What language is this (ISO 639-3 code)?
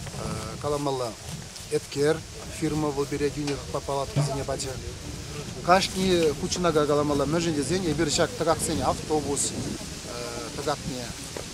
chv